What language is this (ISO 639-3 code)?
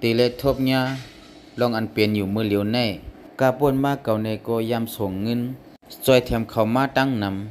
shn